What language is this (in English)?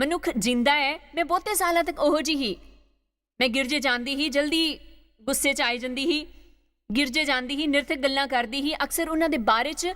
Dogri